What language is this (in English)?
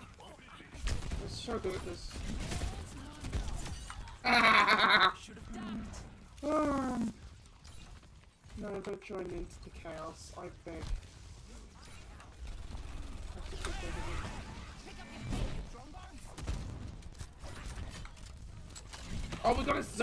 English